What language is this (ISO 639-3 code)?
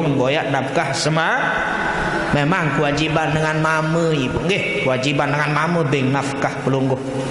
sas